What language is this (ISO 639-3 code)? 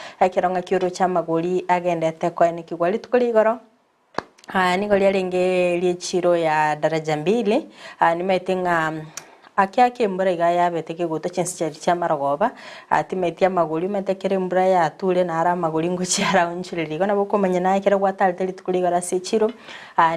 guz